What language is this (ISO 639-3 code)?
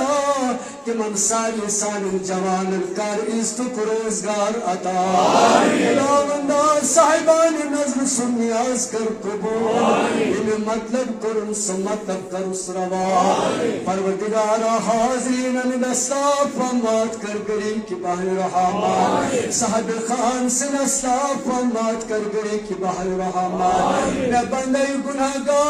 kas